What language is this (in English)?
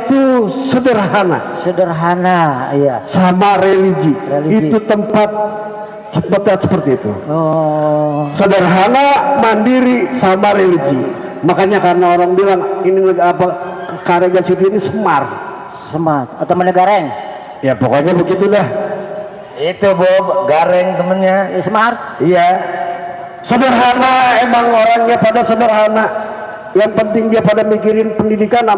Betawi